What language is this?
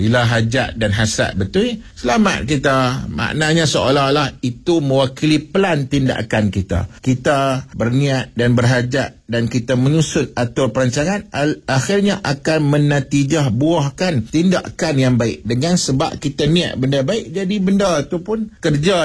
Malay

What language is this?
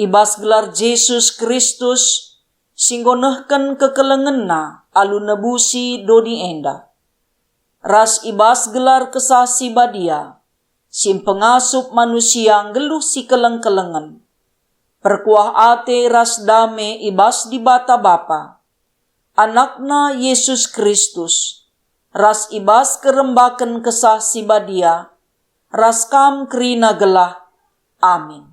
Batak Karo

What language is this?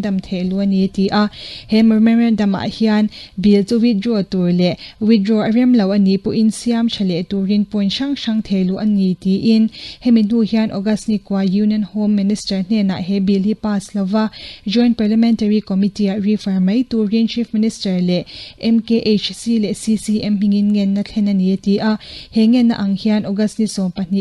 Mizo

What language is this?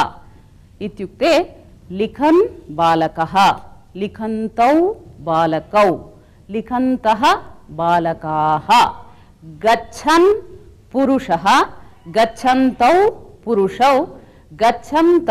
Sanskrit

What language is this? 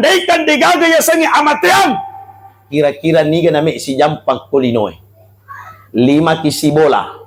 Buginese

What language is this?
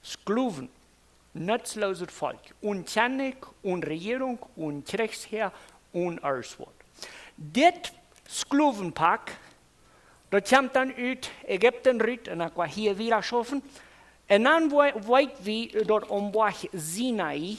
Plautdietsch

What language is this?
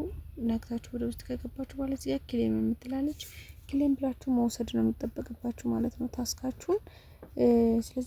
Amharic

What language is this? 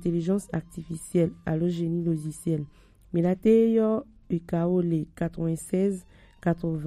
Gen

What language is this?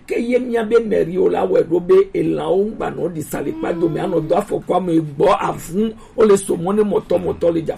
Gen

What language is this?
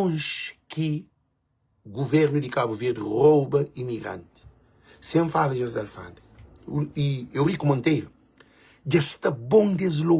Kabuverdianu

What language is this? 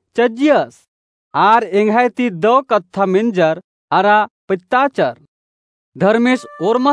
Kurukh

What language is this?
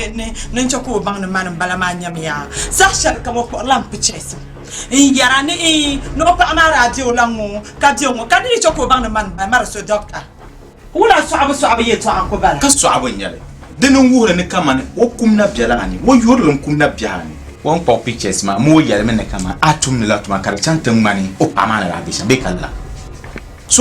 Dagbani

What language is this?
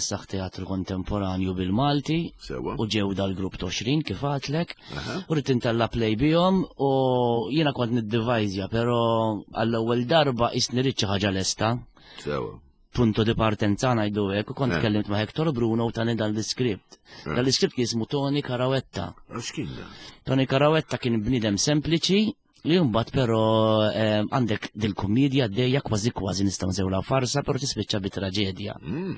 Maltese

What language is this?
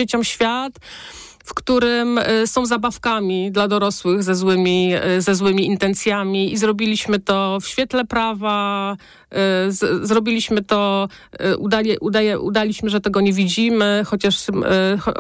Polish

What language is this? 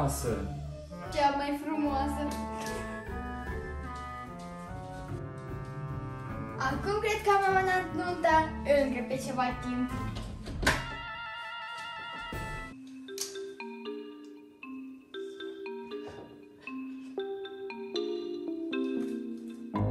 Romanian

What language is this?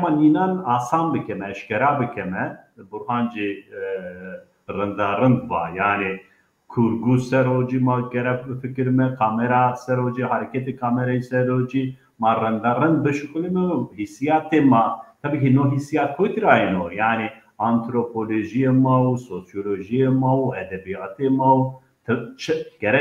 Zaza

